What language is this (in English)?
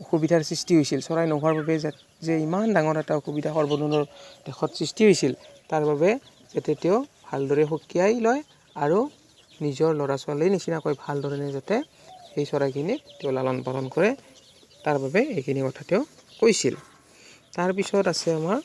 Assamese